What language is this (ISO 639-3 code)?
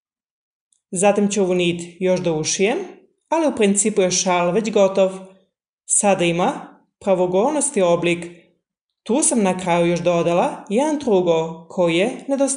srp